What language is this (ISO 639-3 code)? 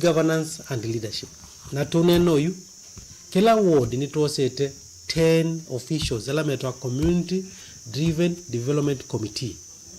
kam